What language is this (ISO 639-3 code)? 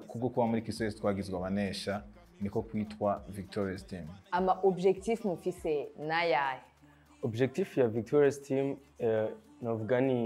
run